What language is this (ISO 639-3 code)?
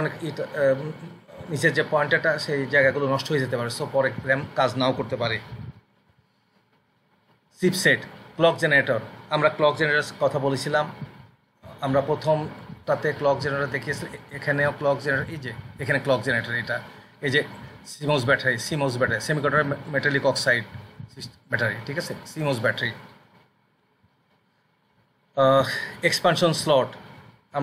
ben